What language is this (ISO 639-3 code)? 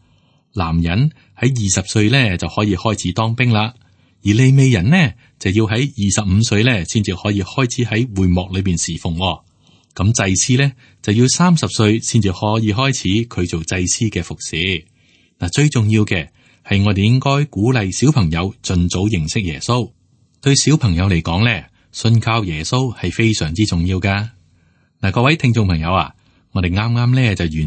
yue